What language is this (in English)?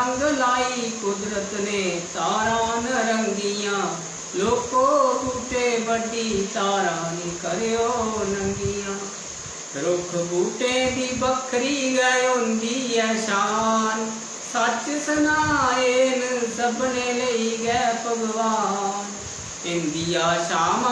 Dogri